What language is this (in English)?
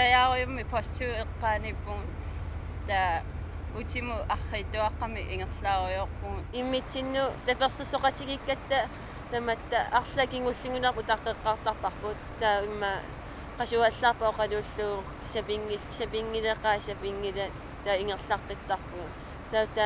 Kalaallisut